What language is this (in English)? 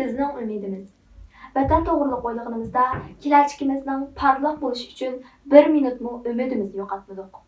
Uyghur